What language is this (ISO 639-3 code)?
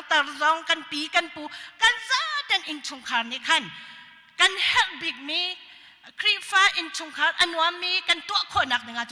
cnh